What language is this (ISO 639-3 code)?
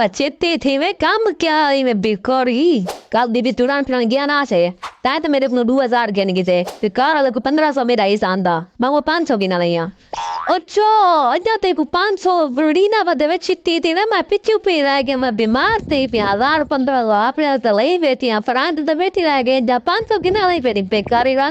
skr